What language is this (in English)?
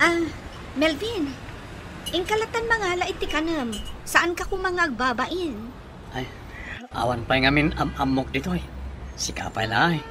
Iloko